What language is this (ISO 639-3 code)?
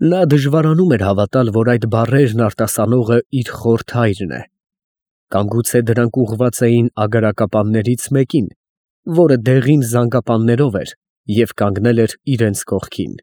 hye